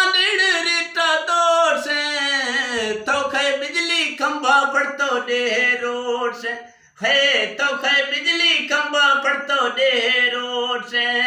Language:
Eastern Balochi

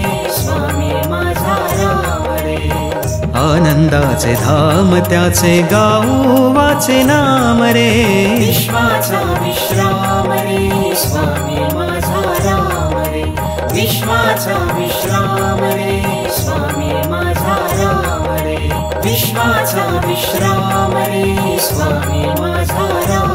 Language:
Marathi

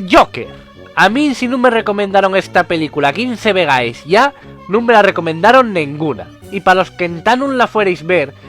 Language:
Asturian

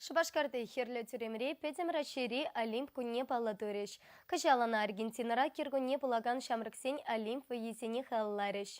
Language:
Chuvash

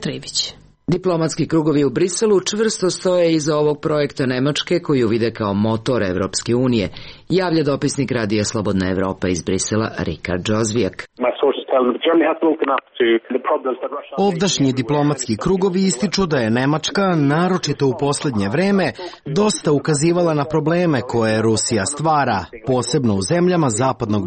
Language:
Serbian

